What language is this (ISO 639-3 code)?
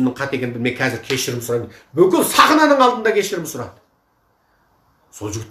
kaz